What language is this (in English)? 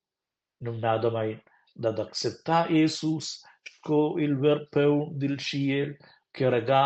Romansh